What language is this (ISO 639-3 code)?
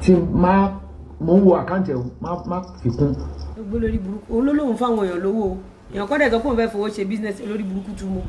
yor